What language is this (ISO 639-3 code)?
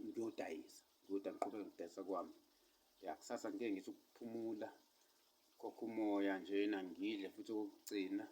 zul